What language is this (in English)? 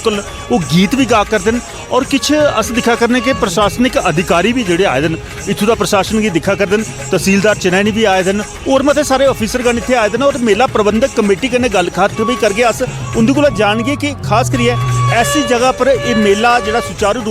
Dogri